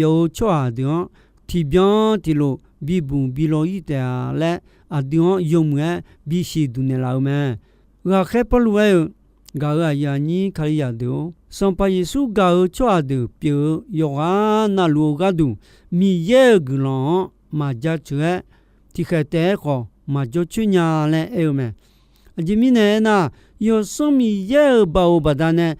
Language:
Akha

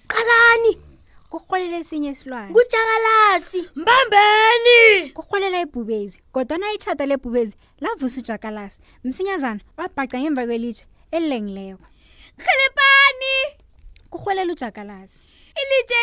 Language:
South Ndebele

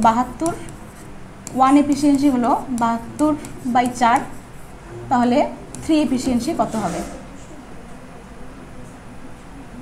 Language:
Bangla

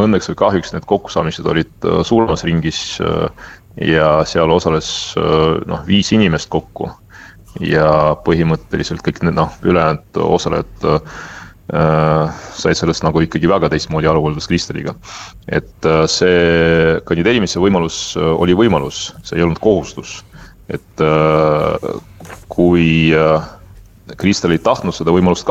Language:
Estonian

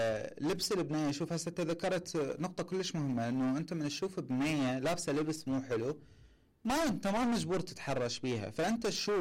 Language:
Mesopotamian Arabic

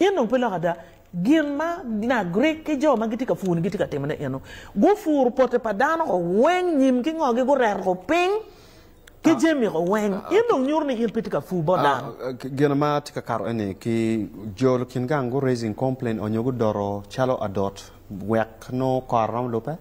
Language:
Acoli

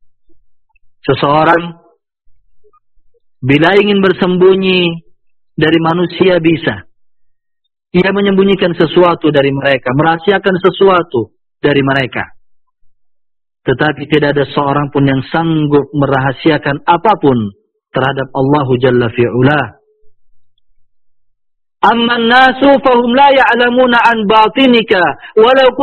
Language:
Indonesian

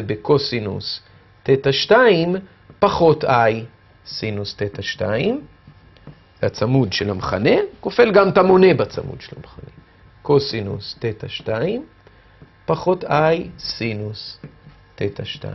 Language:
Hebrew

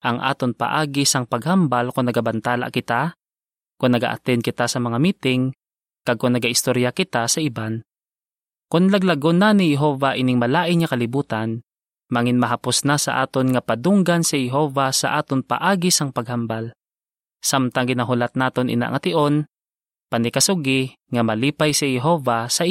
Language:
Hiligaynon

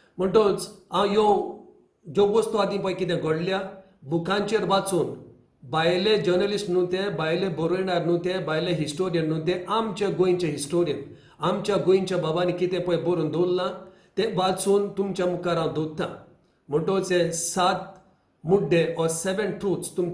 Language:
Konkani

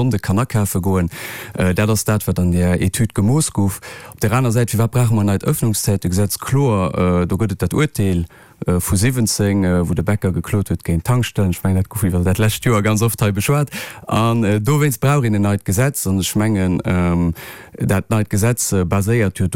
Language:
Luxembourgish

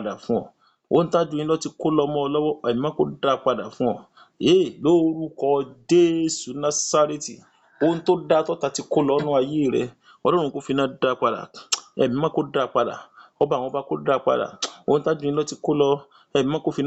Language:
Yoruba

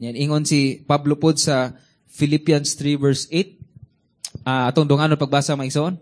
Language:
Cebuano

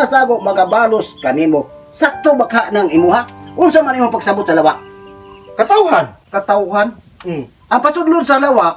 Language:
Cebuano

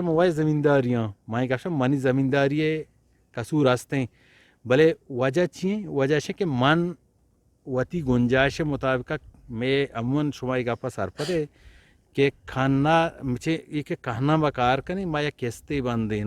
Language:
Eastern Balochi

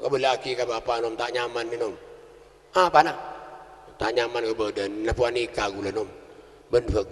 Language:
Madurese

